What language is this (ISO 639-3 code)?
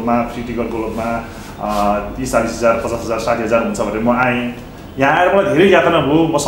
nep